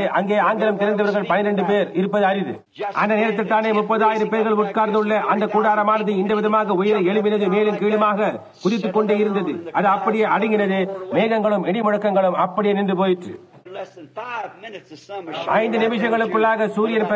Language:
Tamil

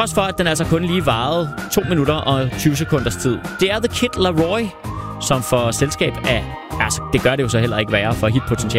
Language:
Danish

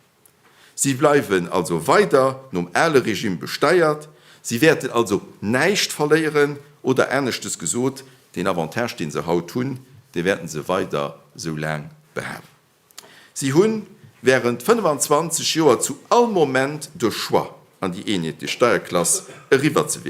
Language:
Luxembourgish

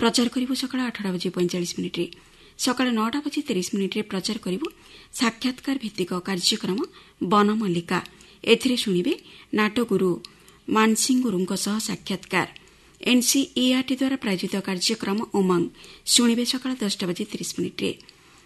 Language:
Odia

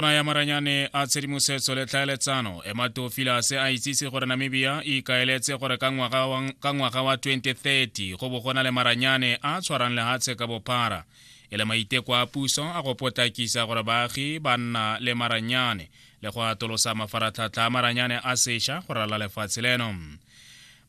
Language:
Tswana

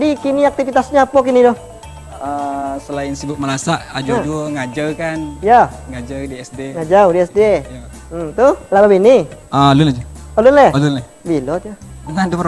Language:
Minangkabau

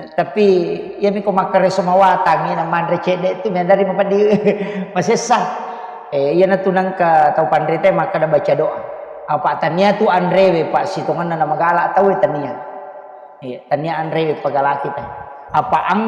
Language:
Buginese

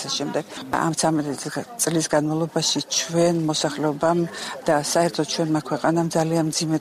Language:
Georgian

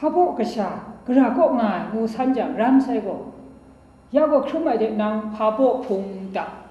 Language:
Kachin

